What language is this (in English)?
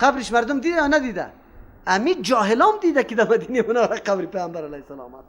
Persian